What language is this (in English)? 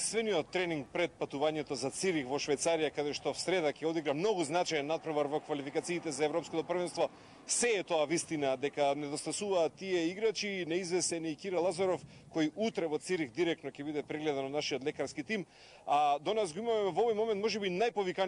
Macedonian